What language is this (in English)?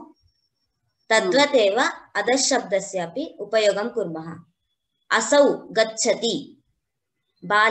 Sanskrit